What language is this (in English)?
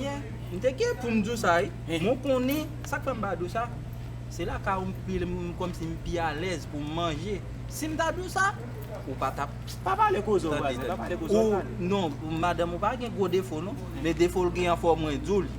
Haitian Creole